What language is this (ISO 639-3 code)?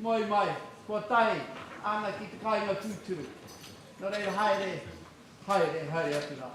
mri